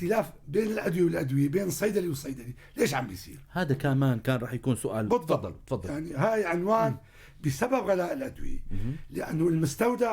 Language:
North Levantine Arabic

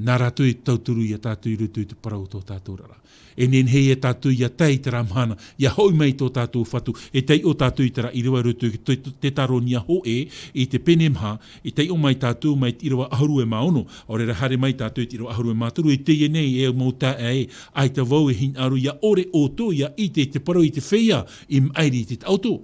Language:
Tahitian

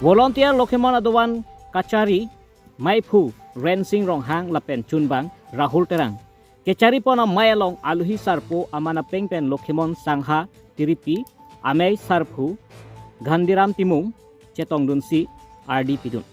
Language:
Karbi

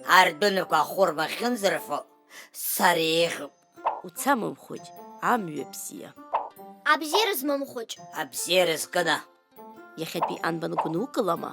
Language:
Abkhazian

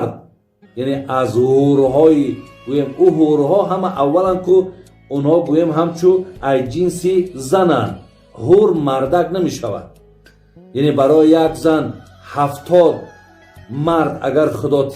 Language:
Tajik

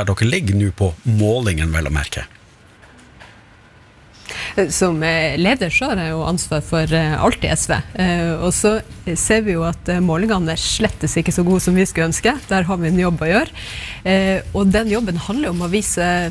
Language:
Norwegian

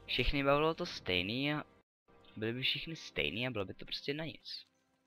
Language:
Czech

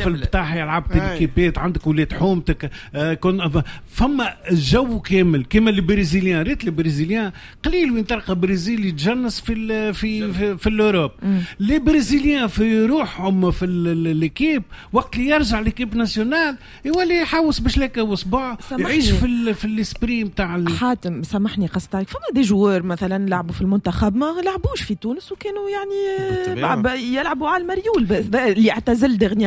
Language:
Tunisian Arabic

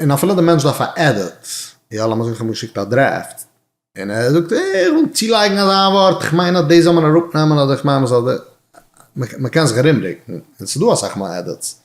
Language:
Yiddish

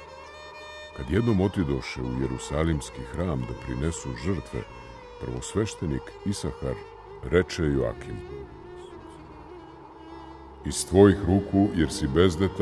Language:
Serbian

